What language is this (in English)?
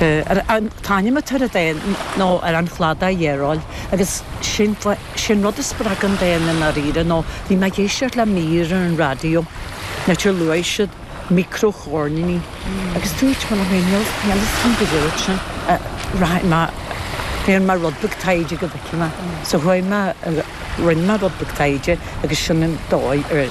Irish